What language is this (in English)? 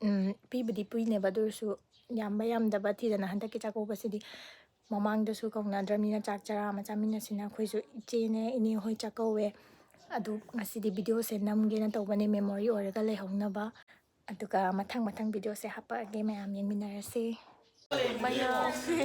Manipuri